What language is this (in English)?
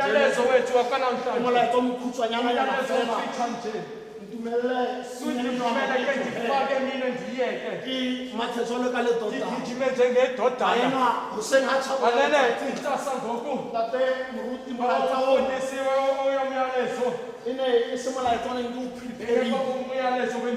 Tswana